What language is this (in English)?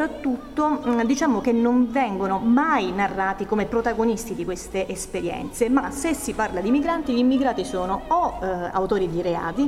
Italian